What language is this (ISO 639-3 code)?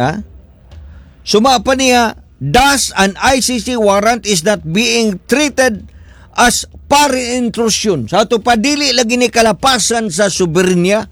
ceb